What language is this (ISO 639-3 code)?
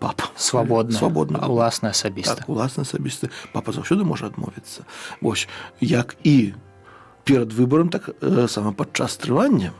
bel